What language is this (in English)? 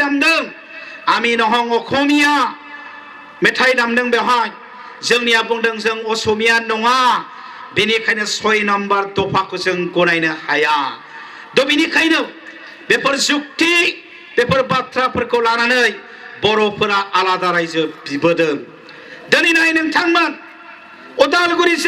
Bodo